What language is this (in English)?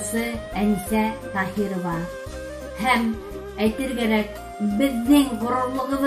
Bashkir